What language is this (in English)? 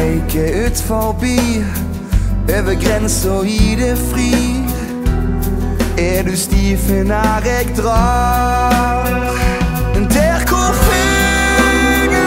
Norwegian